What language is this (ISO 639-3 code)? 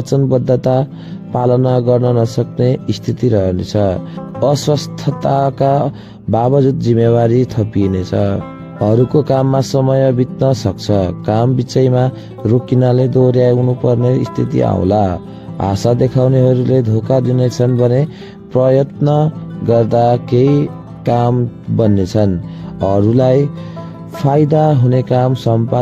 nep